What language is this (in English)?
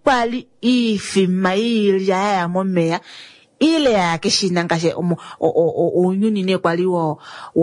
Kuanyama